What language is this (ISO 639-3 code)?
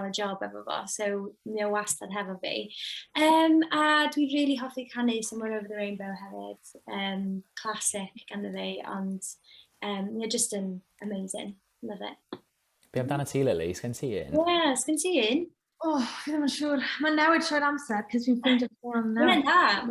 cym